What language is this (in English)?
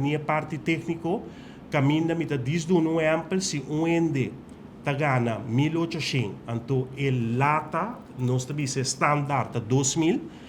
Papiamento